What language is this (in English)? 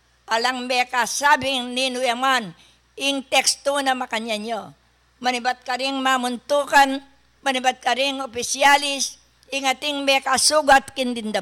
Pampanga